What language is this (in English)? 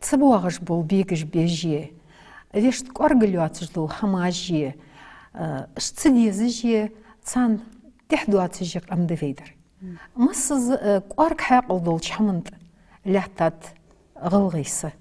Ingush